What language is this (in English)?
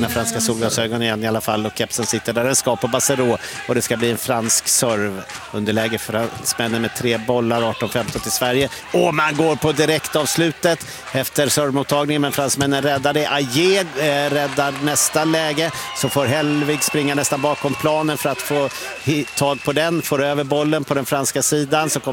Swedish